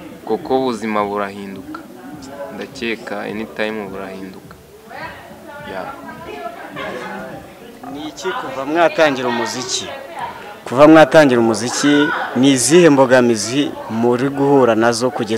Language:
Kinyarwanda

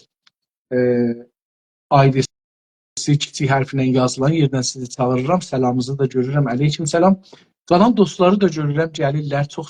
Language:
South Azerbaijani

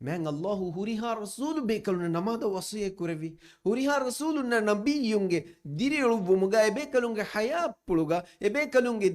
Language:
Divehi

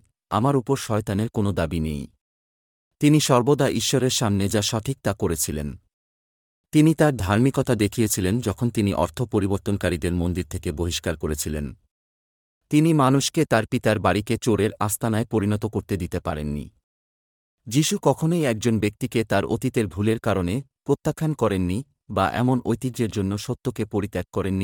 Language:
Bangla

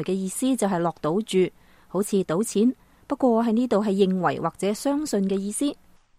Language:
Cantonese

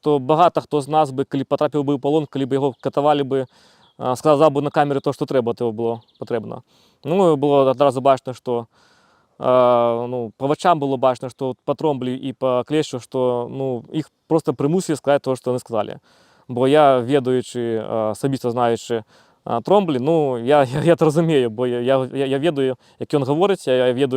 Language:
Belarusian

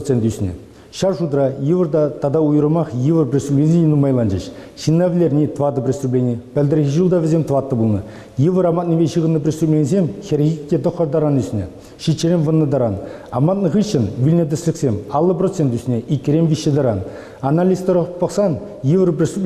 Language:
Chuvash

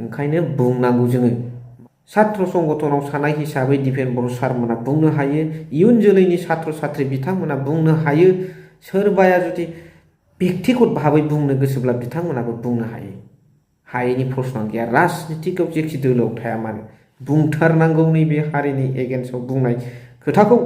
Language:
Bodo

